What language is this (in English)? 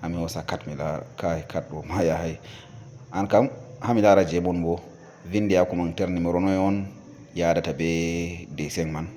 Fula